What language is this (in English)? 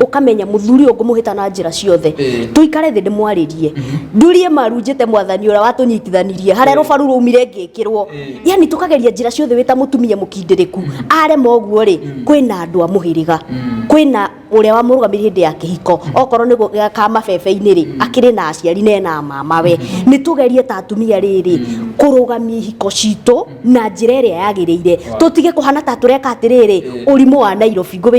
Kikuyu